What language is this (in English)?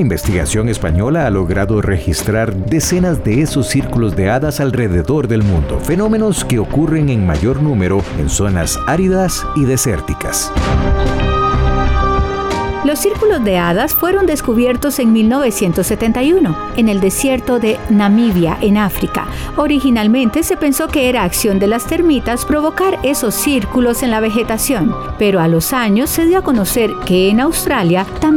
Spanish